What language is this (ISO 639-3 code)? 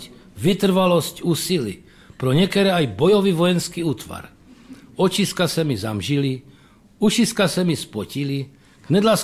ces